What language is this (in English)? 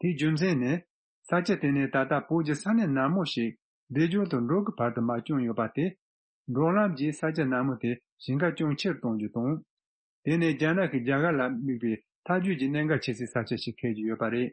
Tibetan